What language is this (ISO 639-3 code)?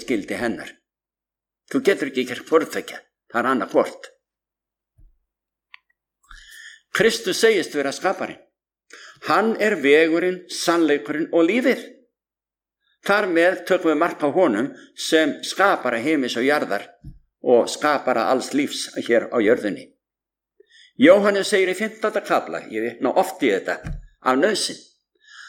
isl